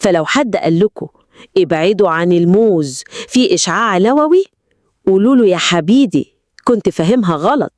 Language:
Egyptian Arabic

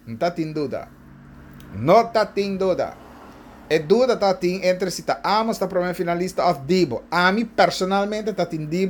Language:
Papiamento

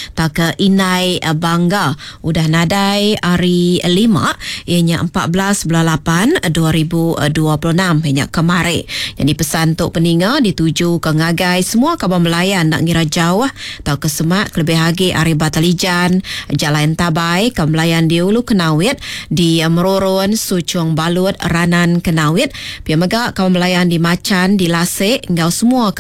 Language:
Iban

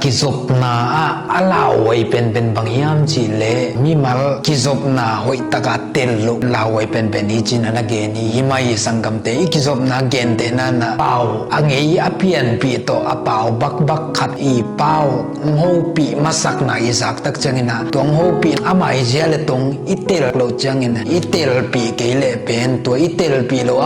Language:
Tedim Chin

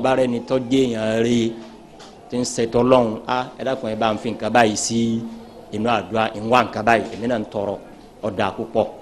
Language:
Yoruba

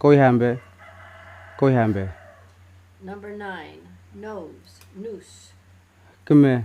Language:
Kamasau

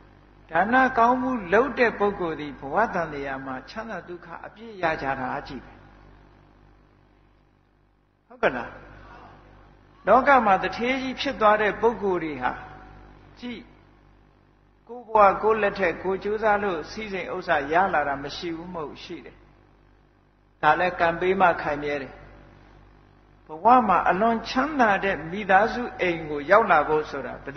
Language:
Burmese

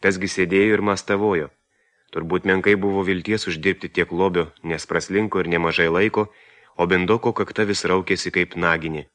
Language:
Lithuanian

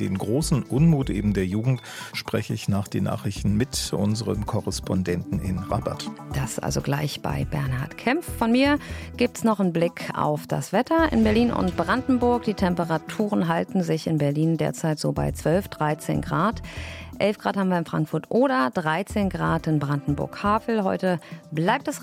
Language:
German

